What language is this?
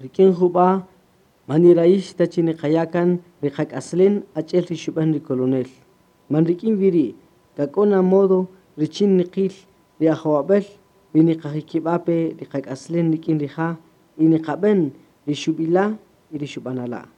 Kaqchikel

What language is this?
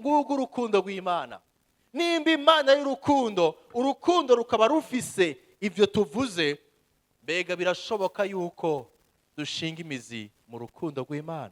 Rundi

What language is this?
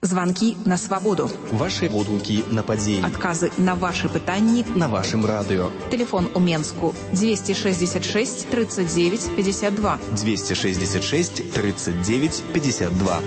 Belarusian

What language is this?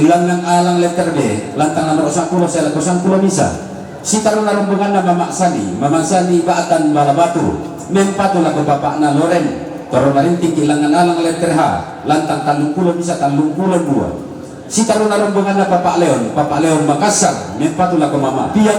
Toraja-Sa'dan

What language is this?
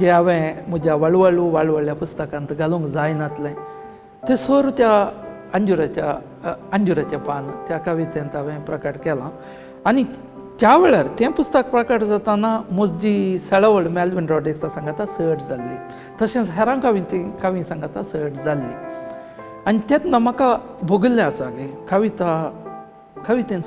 Konkani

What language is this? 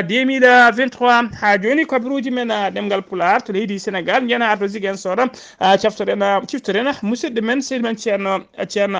Fula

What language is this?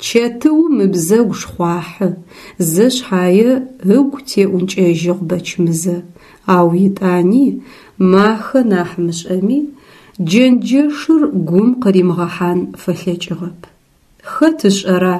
Adyghe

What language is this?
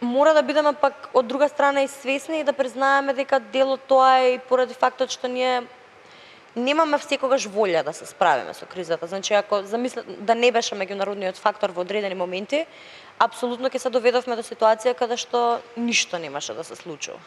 Macedonian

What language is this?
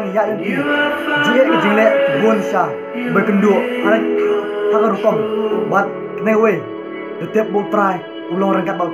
Khasi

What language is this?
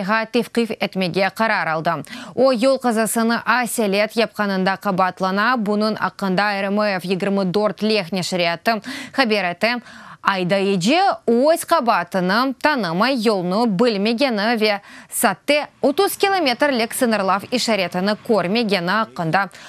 Crimean Tatar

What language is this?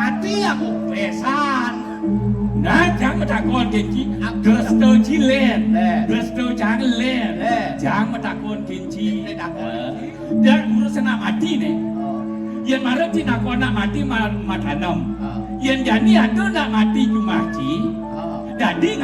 Balinese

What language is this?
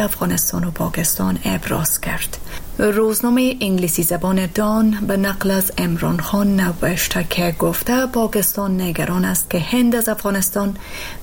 Persian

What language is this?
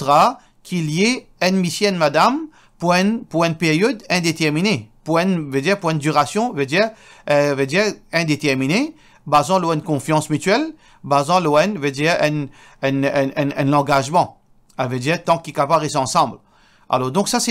Morisyen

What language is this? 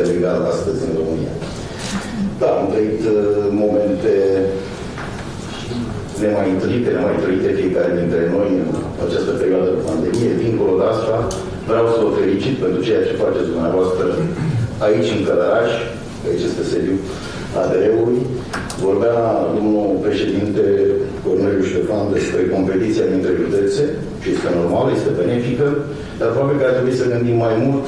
Romanian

